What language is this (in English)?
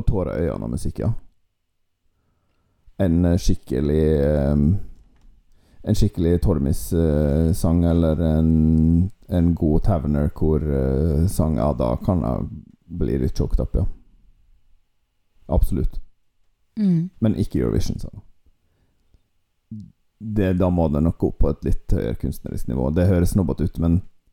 Norwegian